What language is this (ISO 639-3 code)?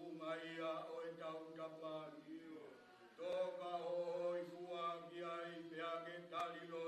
ton